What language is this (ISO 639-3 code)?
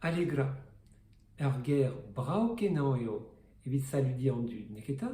bre